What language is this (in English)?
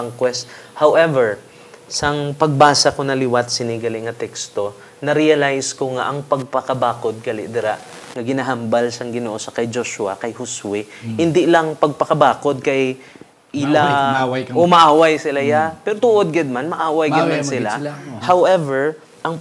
Hiligaynon